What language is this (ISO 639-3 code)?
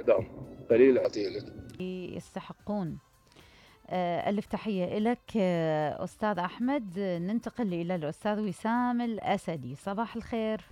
acm